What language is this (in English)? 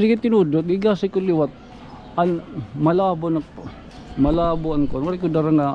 Waray